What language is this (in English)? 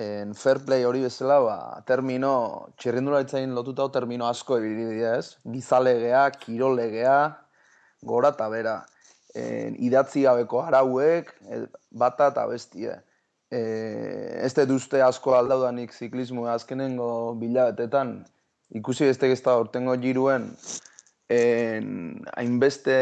Basque